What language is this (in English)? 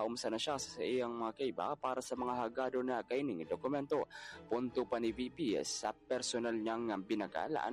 Bikol